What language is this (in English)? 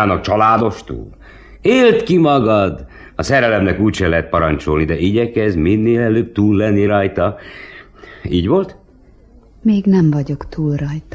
Hungarian